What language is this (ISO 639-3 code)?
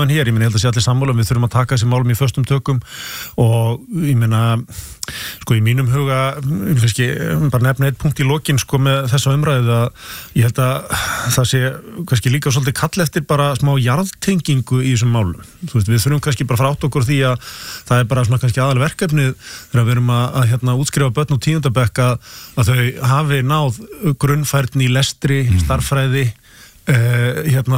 isl